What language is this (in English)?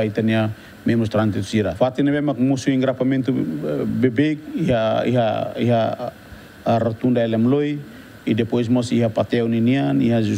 Tetum